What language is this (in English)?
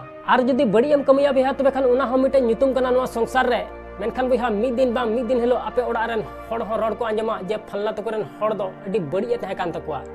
Santali